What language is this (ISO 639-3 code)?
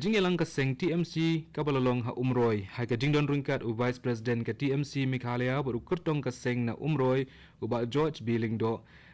kha